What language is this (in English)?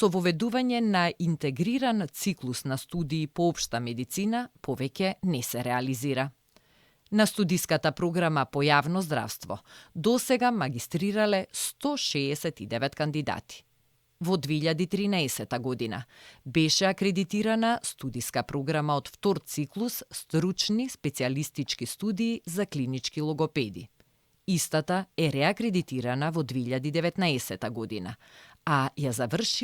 Macedonian